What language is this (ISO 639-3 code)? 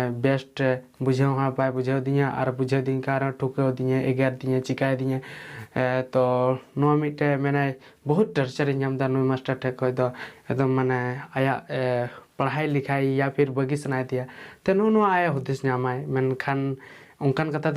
sat